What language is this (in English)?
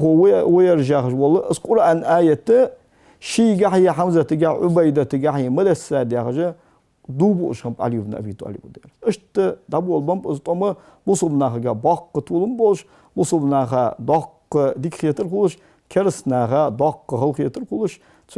Ingush